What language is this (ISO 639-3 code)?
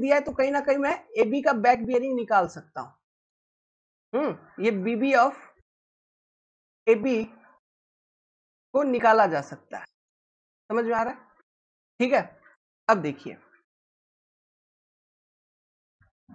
hin